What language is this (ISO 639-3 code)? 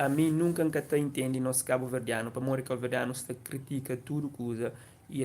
kea